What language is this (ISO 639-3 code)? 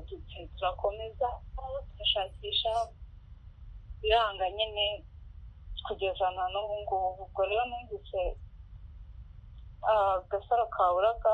kin